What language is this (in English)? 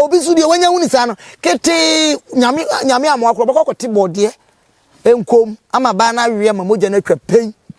Akan